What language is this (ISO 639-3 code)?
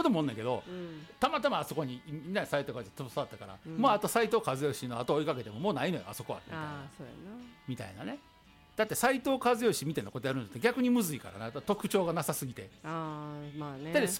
jpn